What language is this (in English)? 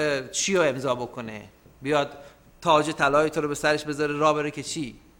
Persian